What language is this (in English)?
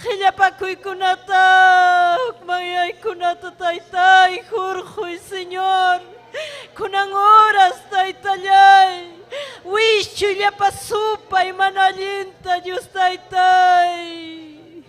Ayacucho Quechua